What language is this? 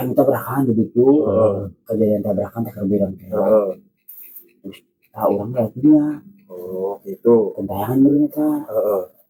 Sundanese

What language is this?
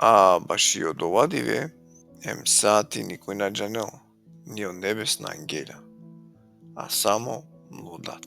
Balkan Romani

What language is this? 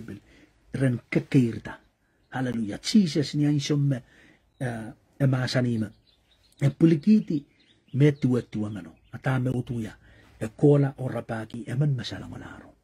Pohnpeian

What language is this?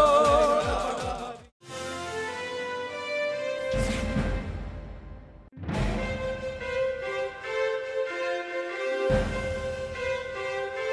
Malayalam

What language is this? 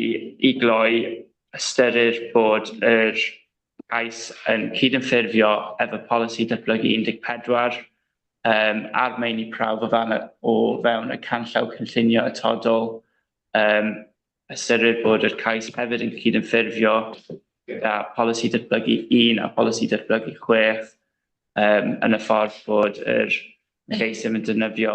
Welsh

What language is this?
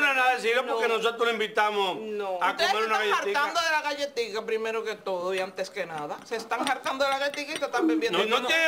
Spanish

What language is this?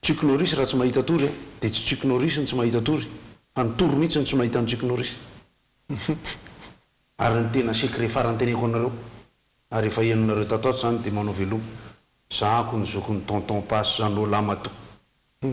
Malagasy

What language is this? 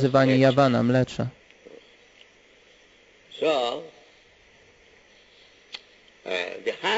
Polish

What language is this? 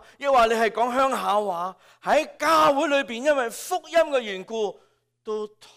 Cantonese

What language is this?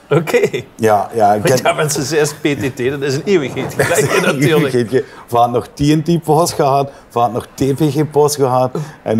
Limburgish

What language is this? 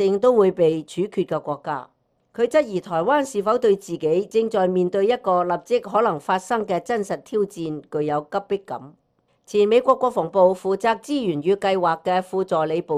Cantonese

